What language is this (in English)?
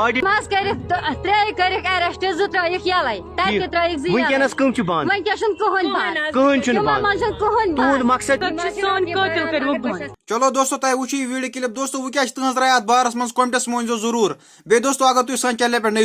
Kashmiri